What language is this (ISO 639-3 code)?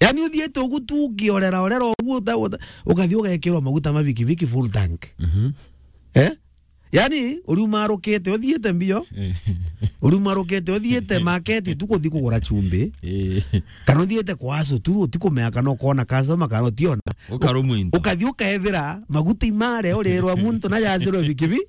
mer